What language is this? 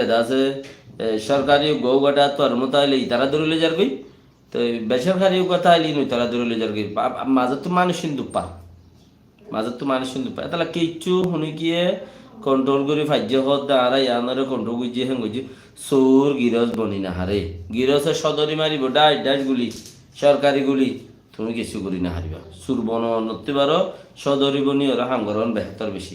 Rohingya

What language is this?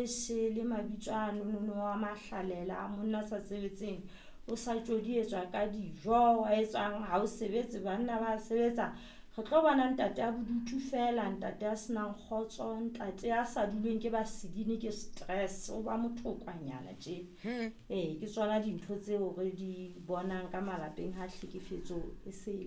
Southern Sotho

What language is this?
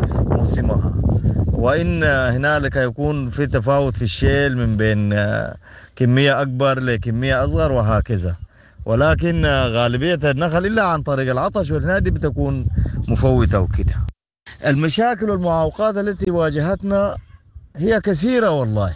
Sudanese Arabic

